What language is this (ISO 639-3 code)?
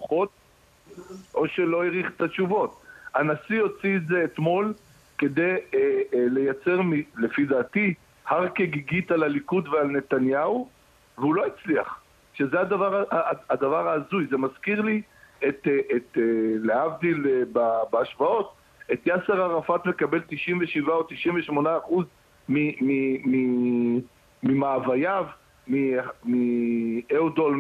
heb